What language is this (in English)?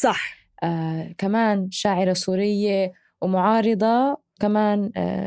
North Levantine Arabic